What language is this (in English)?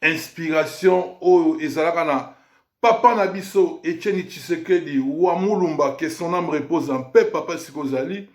Lingala